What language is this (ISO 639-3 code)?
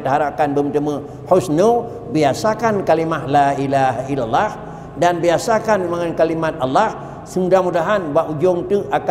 ace